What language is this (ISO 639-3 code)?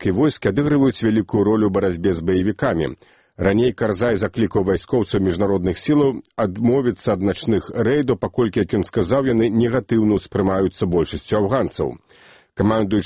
bel